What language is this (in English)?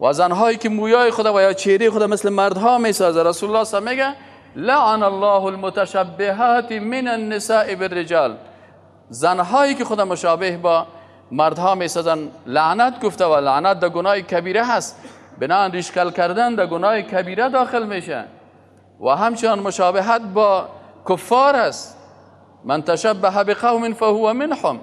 Persian